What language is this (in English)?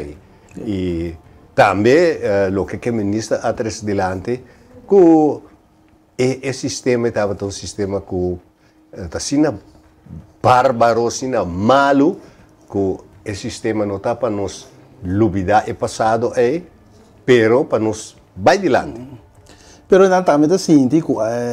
Papiamento